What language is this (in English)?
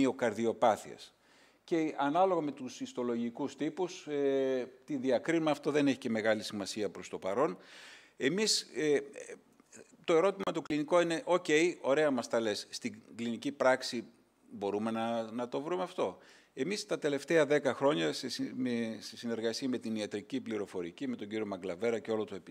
Greek